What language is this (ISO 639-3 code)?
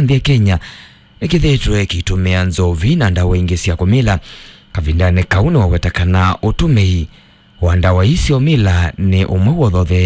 kam